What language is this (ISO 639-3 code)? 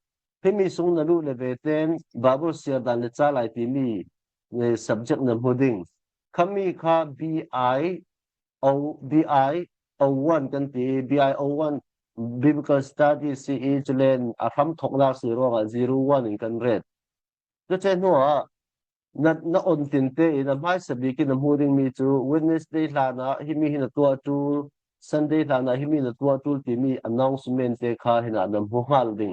cfm